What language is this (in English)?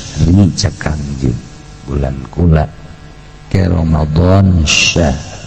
Sundanese